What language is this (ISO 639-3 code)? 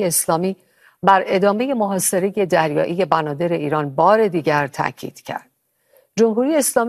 fas